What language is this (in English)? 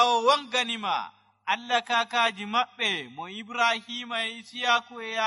Nigerian Fulfulde